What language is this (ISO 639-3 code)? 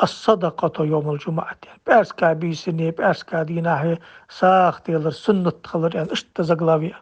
inh